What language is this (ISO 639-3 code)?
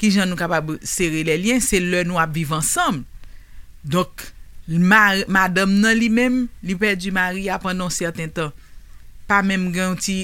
hat